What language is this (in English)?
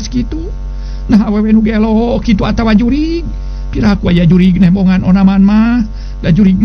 Sundanese